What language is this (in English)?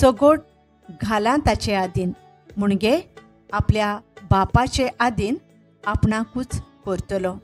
Konkani